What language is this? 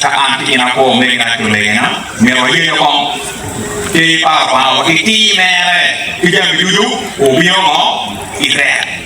Acoli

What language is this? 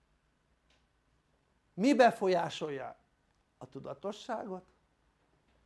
Hungarian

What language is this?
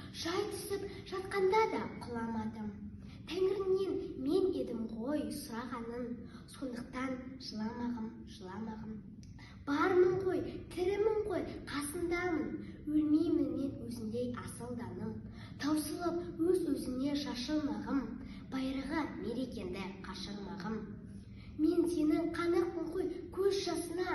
Kazakh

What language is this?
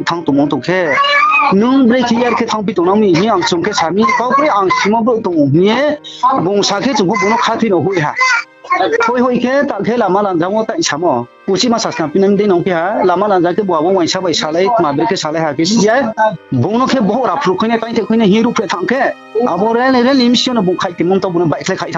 Riang (India)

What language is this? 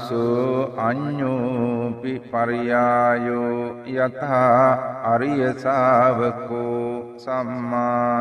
Sinhala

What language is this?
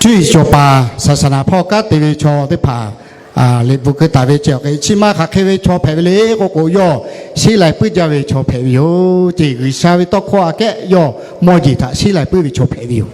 Lahu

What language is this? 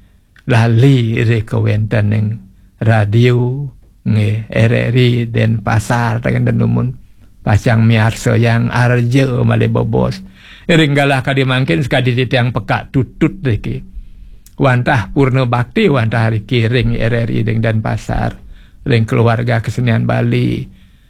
Balinese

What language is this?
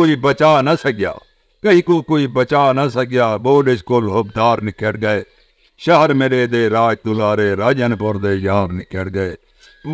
Saraiki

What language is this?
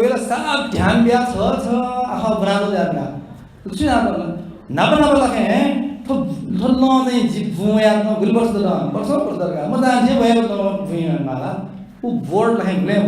Newari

